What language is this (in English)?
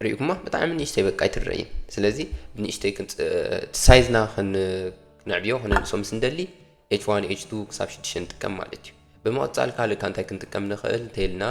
Tigrinya